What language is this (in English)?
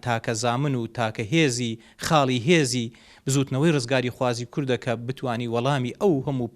Central Kurdish